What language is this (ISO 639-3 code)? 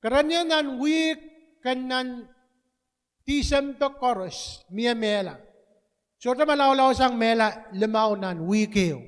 pon